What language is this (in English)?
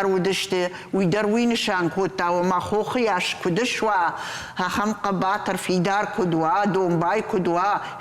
Ossetic